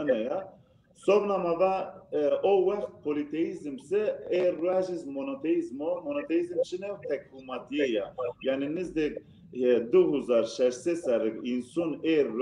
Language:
Zaza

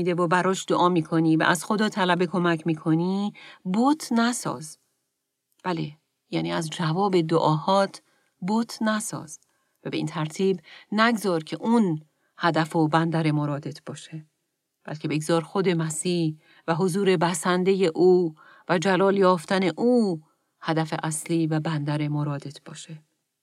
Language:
Persian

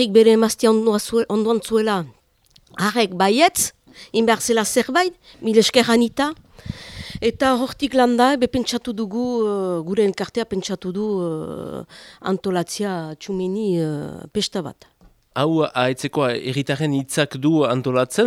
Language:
Basque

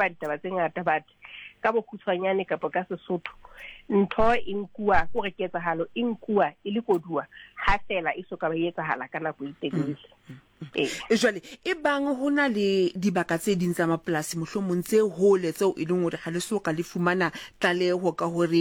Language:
Southern Sotho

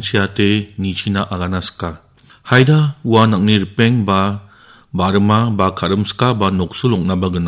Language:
Garo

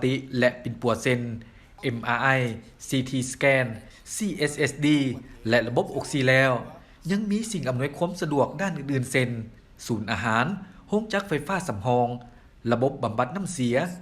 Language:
Lao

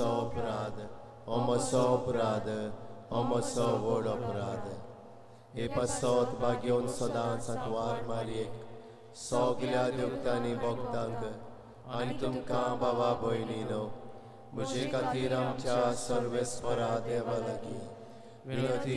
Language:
Konkani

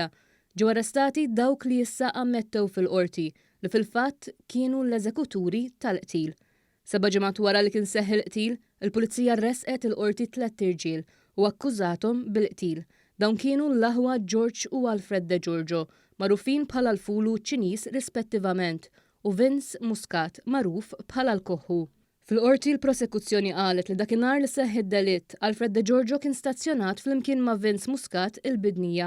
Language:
Maltese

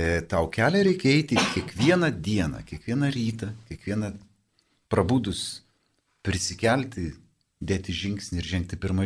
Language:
Lithuanian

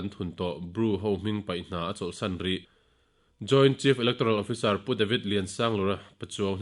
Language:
Mizo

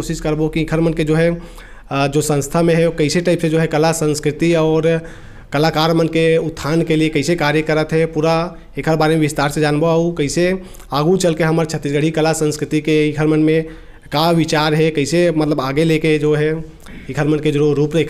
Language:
Chhattisgarhi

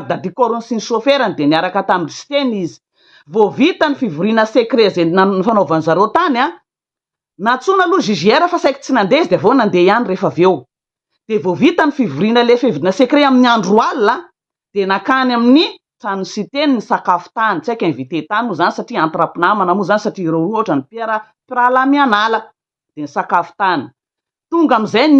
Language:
Malagasy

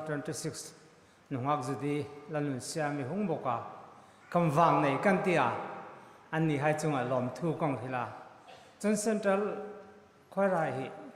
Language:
Hmar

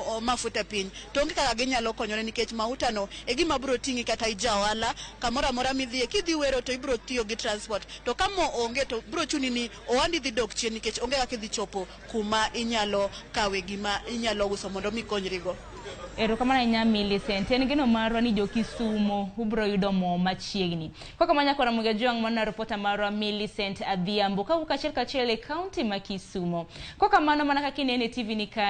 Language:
Luo (Kenya and Tanzania)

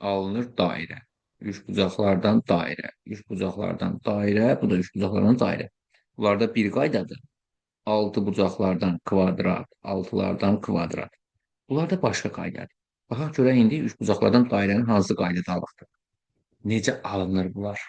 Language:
Azerbaijani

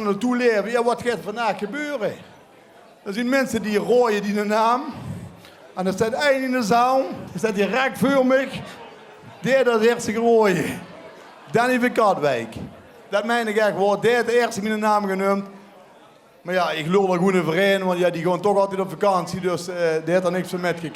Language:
Limburgish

